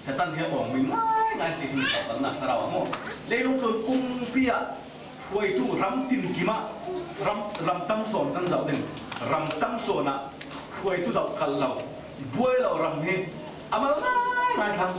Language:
Falam Chin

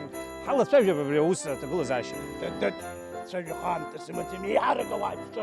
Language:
Abkhazian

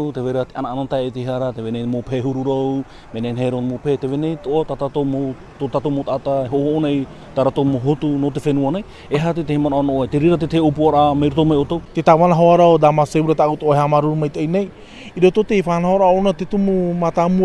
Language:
Tahitian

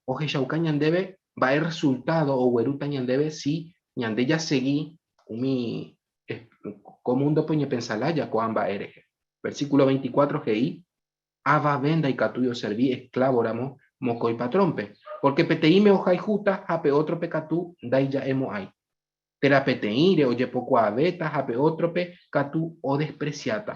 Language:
Guarani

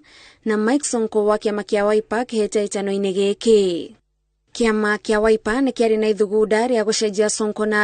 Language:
Kikuyu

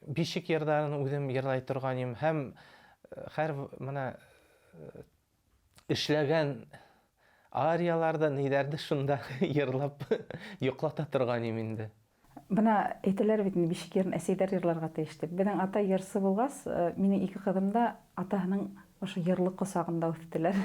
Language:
Bashkir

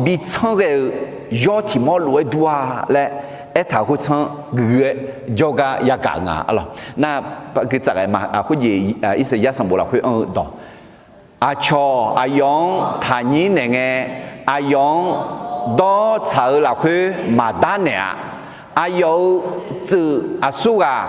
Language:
Akha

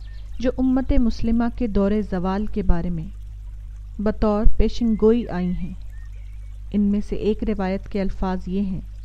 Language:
Urdu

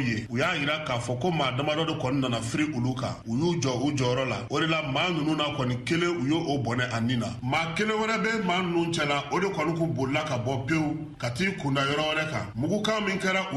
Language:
Bambara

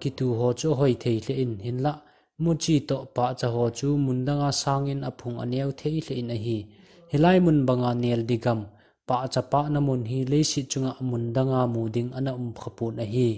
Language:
Thado Chin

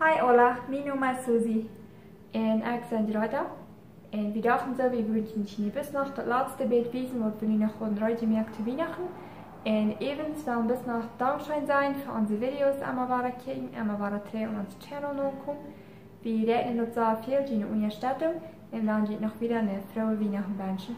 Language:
Plautdietsch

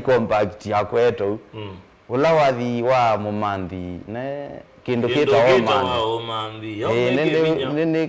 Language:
Kamba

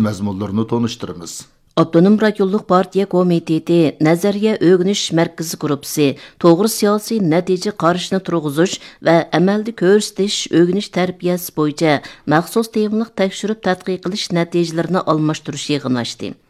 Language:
Uyghur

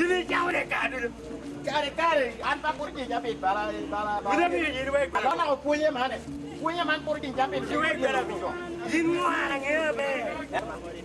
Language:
Lango (Uganda)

